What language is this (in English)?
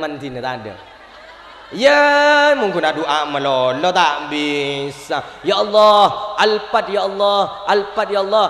Madurese